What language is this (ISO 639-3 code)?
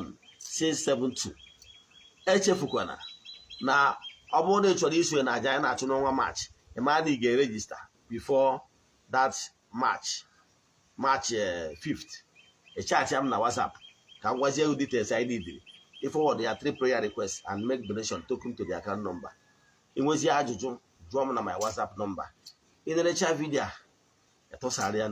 ibo